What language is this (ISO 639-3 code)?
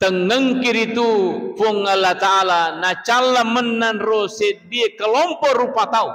bug